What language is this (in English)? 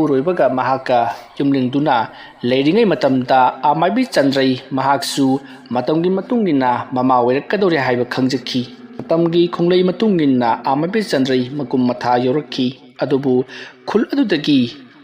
Manipuri